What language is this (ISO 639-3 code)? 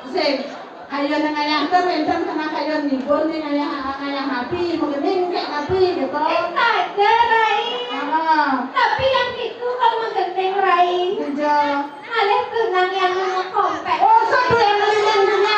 ban